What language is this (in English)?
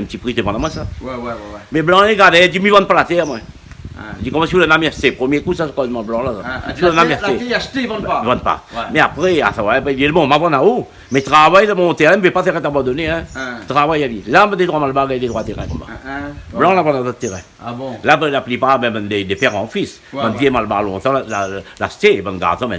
Réunion Creole French